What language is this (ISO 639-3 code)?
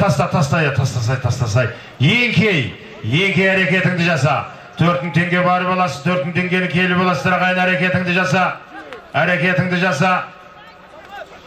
kaz